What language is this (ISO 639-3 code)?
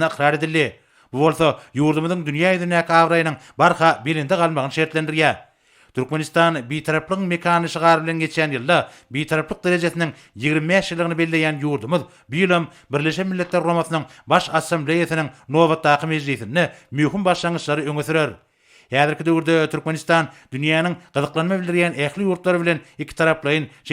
tuk